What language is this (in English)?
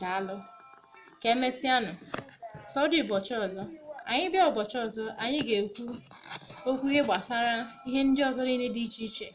Igbo